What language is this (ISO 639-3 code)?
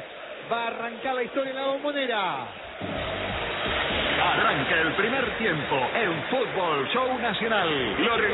spa